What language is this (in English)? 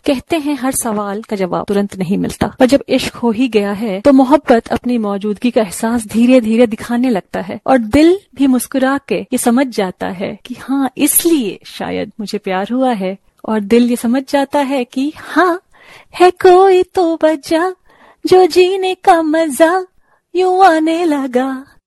Hindi